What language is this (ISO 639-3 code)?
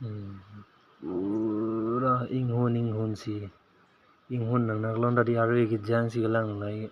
mjw